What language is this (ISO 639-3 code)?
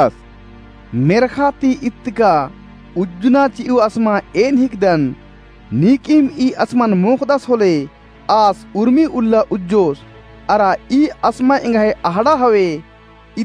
kru